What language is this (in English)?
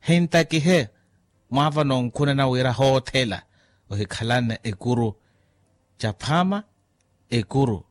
Makhuwa